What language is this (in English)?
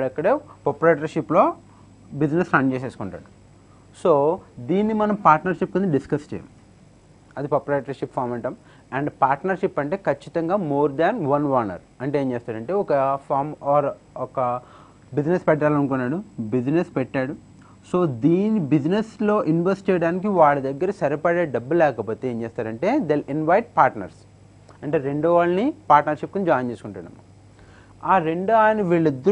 Telugu